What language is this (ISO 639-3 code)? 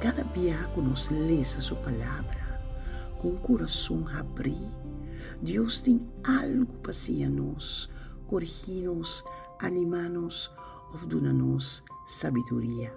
pap